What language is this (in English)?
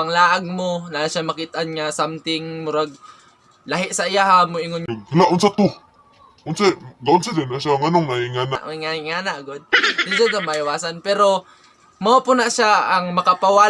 Cebuano